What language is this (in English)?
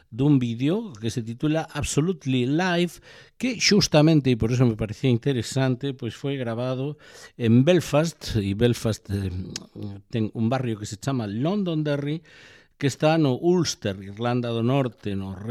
Galician